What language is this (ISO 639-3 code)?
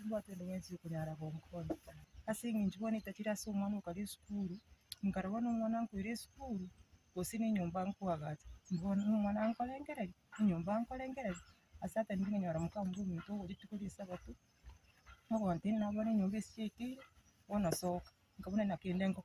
guz